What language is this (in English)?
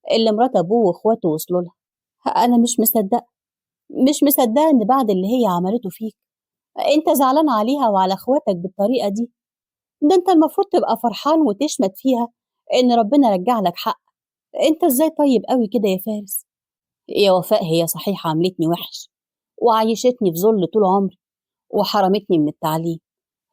Egyptian Arabic